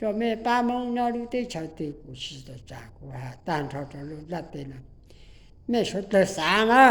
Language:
Hmong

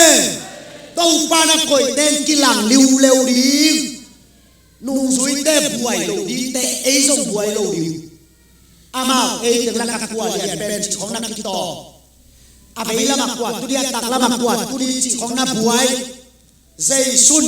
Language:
Tedim Chin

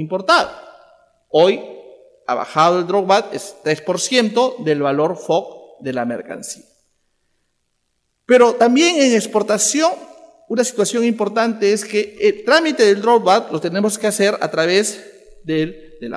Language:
Spanish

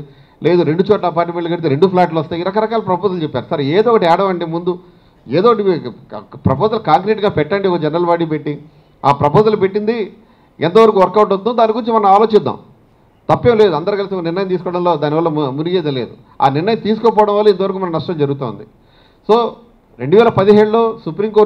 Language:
Telugu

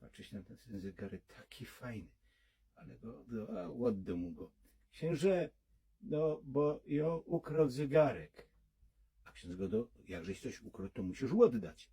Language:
Silesian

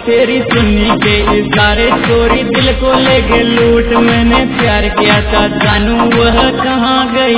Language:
Hindi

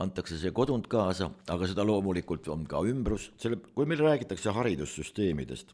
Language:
Estonian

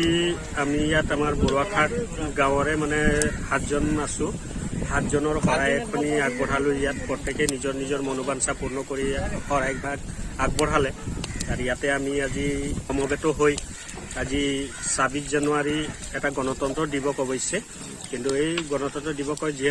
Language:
Assamese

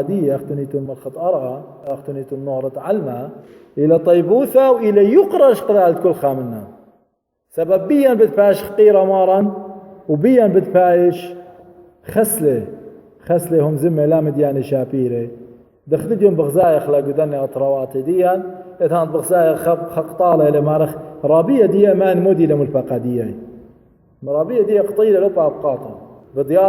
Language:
Assyrian Neo-Aramaic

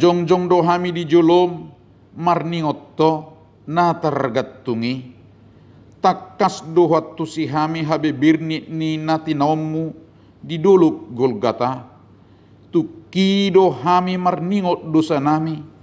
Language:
Batak Toba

